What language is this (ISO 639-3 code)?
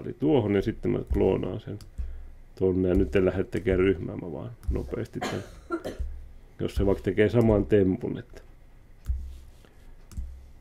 fin